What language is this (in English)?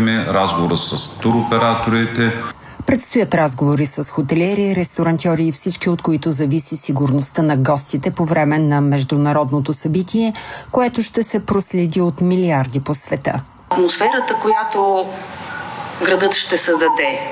Bulgarian